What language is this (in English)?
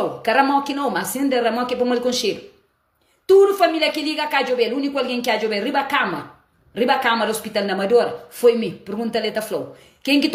Kabuverdianu